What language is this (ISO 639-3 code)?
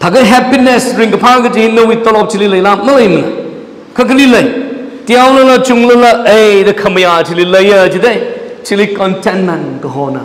nmf